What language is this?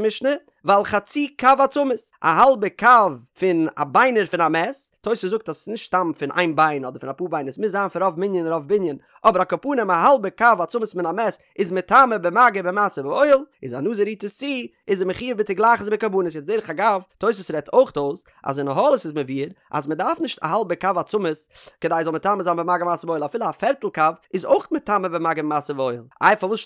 Yiddish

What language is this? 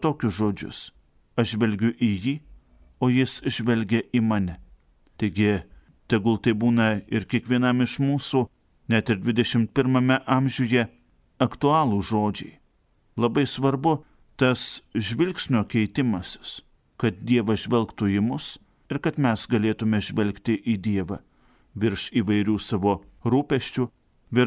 Lithuanian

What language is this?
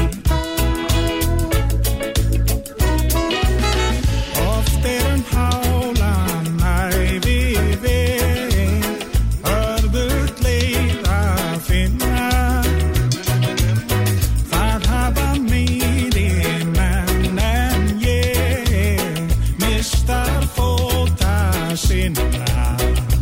Icelandic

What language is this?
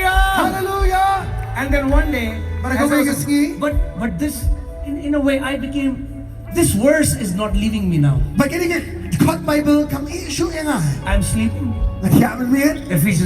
Khasi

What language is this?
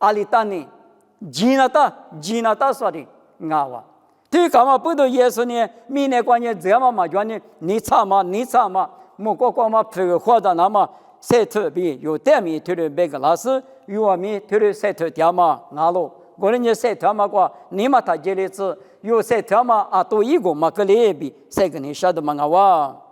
Lisu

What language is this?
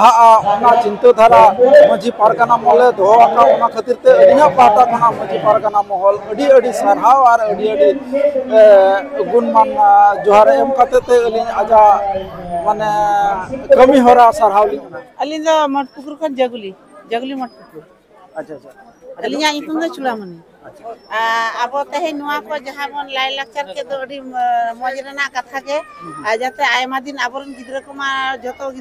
Santali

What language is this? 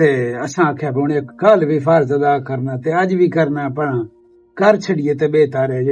Western Panjabi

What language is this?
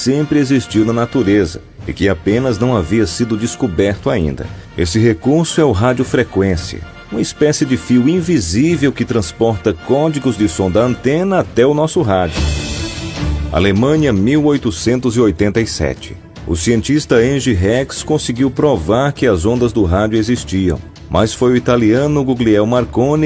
Portuguese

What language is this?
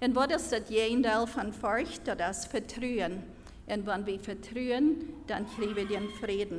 Plautdietsch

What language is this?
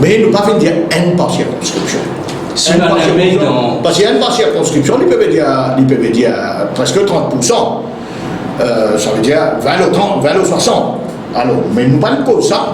Morisyen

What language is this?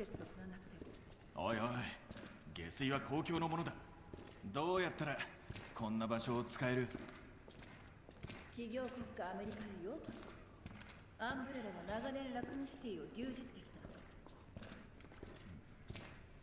Japanese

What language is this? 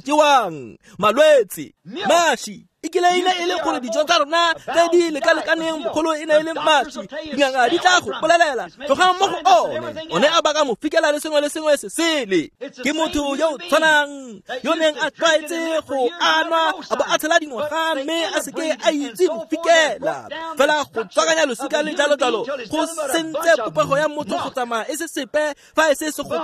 Tswana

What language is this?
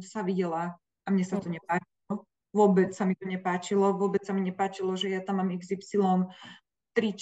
Slovak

